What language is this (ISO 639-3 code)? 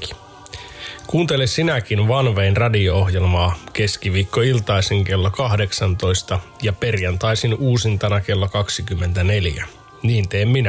fin